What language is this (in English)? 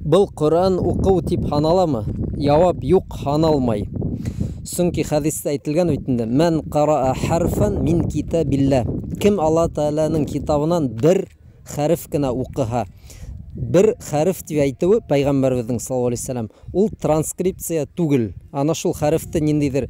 Bashkir